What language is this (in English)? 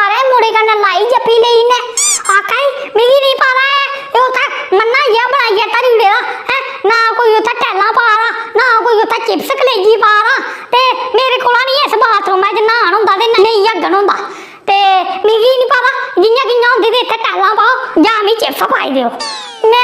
Dogri